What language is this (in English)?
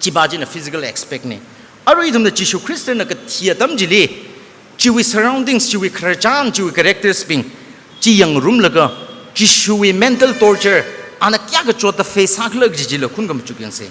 Tangkhul Naga (India)